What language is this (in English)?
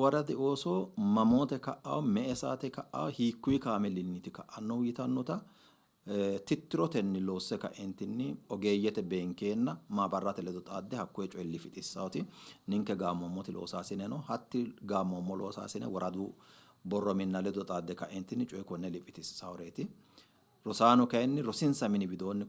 Sidamo